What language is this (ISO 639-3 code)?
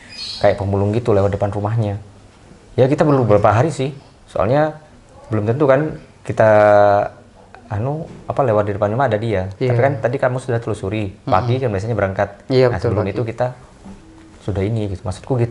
ind